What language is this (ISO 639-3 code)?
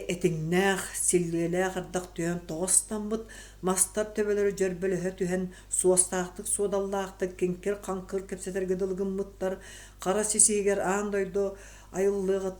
sah